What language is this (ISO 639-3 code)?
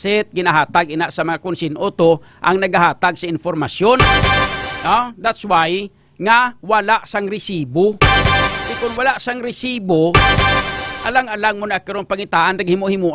hil